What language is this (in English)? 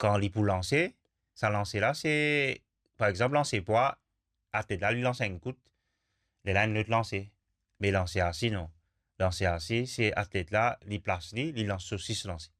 Morisyen